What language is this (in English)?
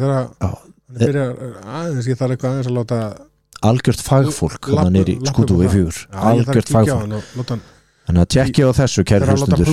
Icelandic